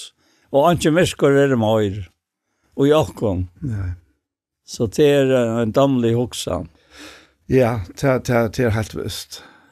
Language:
Faroese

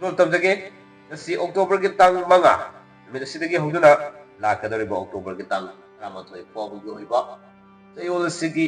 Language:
Manipuri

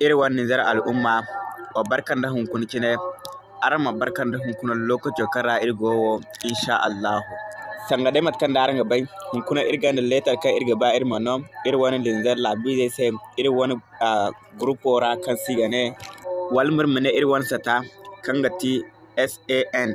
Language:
Zarma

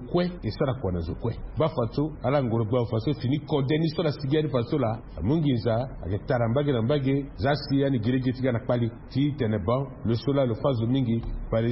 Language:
Sango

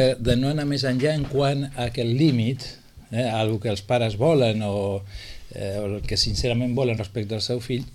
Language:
Catalan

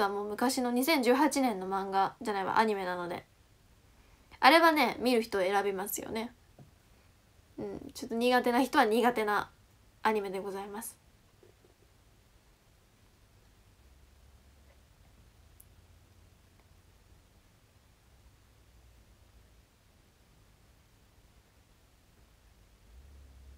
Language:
Japanese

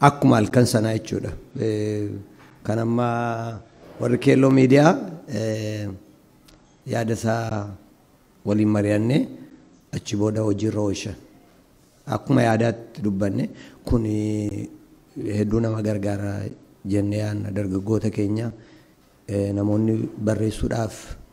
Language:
Oromo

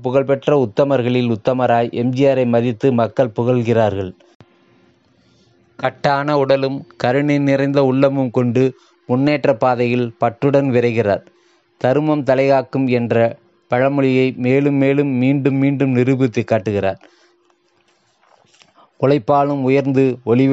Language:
Tamil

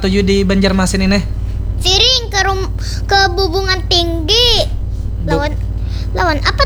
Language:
Banjar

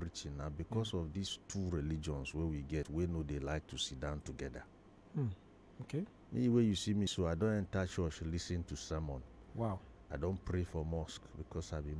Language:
Nigerian Pidgin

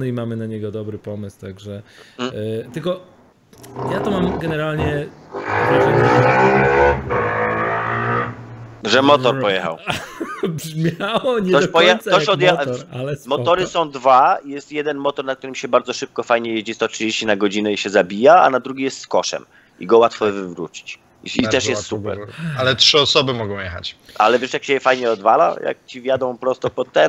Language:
Polish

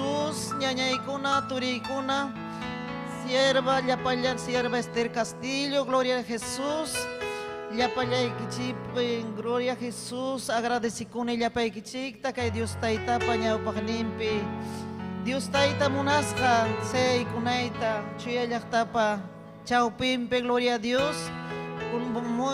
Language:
Ayacucho Quechua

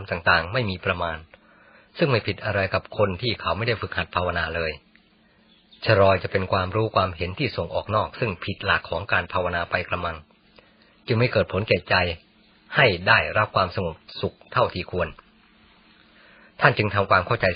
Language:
Thai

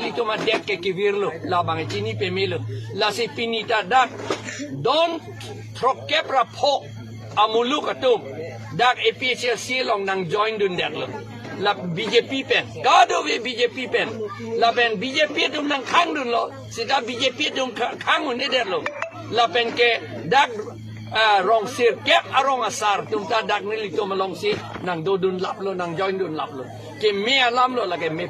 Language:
Karbi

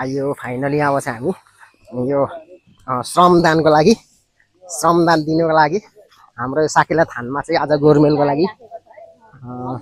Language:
Nepali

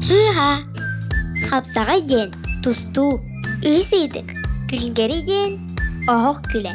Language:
Yakut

